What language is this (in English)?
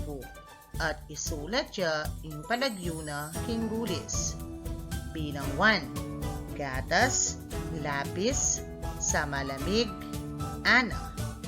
Pampanga